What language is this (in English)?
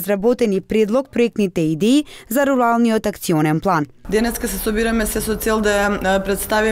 Macedonian